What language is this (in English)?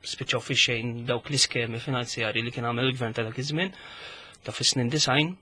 Maltese